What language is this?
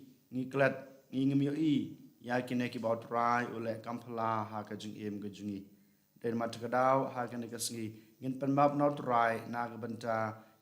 Khasi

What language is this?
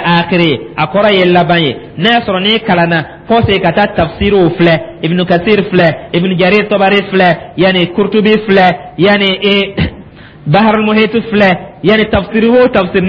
Dyula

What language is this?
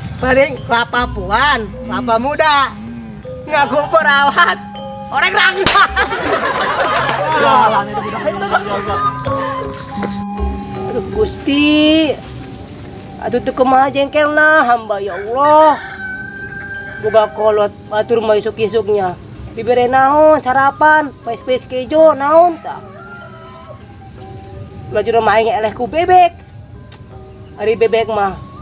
Sundanese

